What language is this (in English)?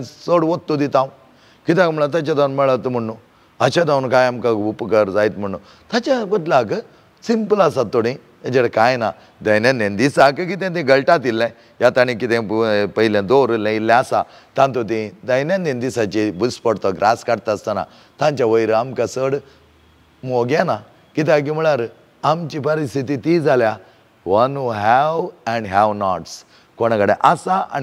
Konkani